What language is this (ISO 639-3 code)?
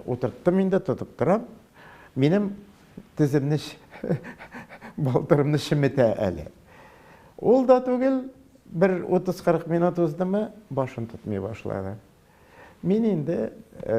tat